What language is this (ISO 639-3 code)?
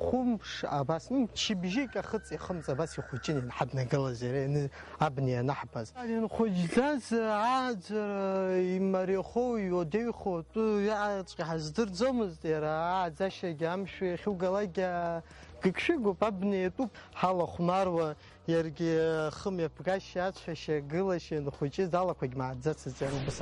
abk